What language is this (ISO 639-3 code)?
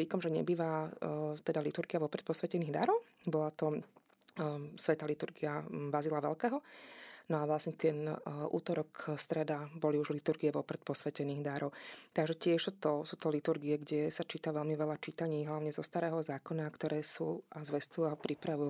slk